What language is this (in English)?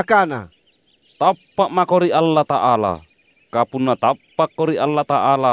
Makasar